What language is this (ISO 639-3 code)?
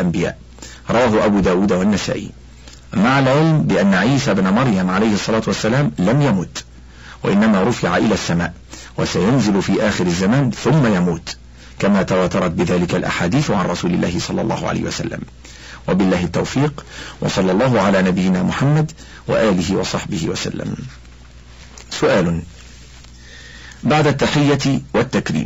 ara